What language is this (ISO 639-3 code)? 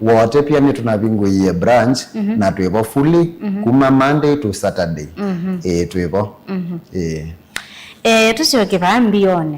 kam